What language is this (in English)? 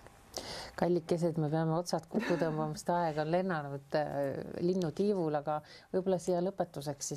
Estonian